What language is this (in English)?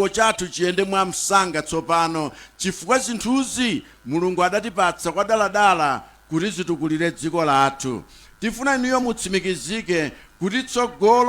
Nyanja